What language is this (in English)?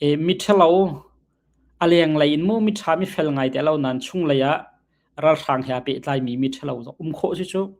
Hakha Chin